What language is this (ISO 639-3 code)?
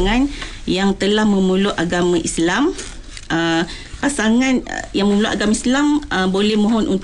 msa